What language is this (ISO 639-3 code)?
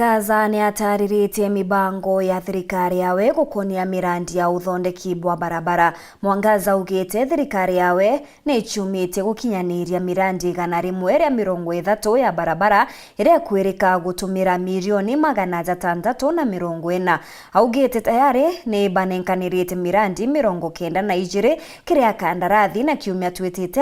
mer